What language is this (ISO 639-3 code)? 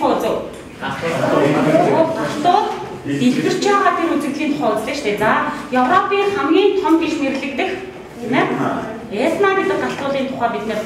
mon